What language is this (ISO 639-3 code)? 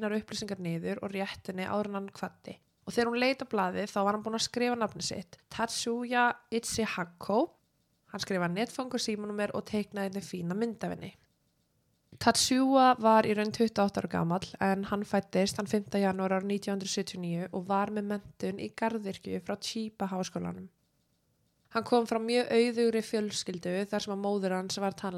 isl